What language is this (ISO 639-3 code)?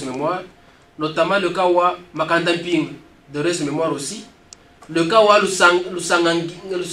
lua